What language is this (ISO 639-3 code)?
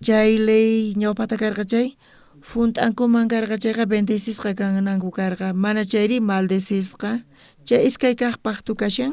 quh